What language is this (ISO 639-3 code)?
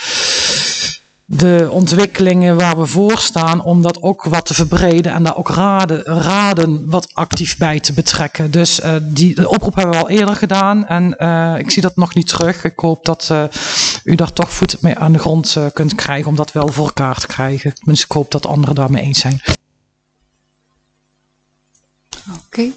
nld